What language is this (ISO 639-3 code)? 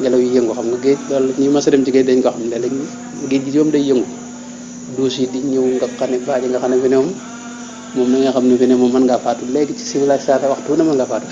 wol